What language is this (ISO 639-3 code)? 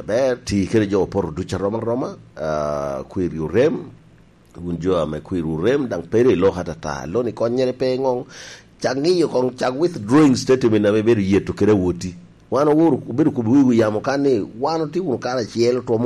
laj